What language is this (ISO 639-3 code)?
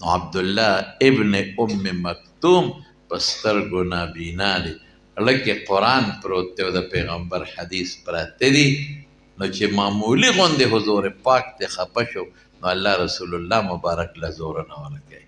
pus